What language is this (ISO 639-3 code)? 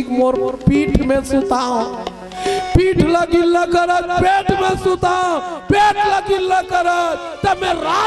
hne